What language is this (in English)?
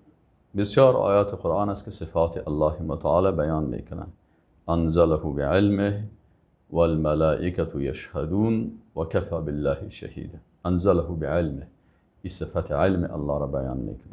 Persian